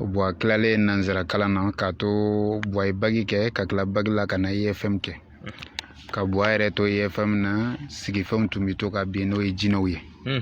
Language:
Bambara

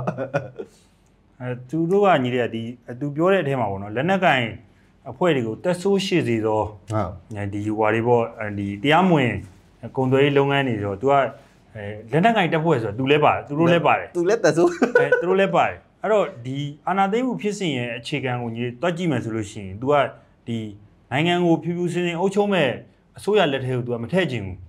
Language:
Burmese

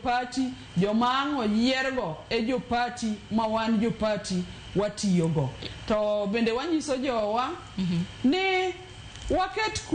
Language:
Luo (Kenya and Tanzania)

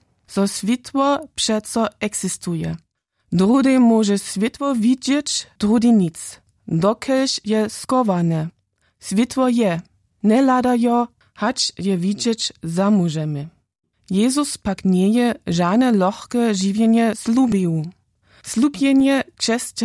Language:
Upper Sorbian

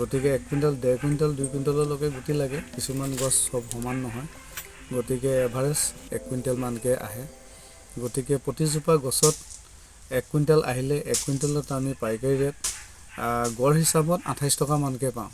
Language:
Assamese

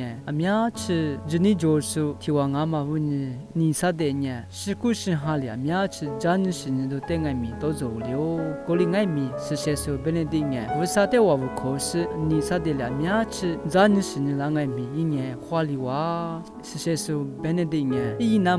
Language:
Lisu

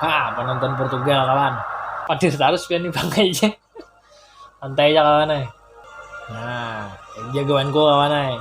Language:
Banjar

